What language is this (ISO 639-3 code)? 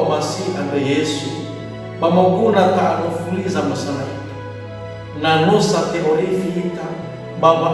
nia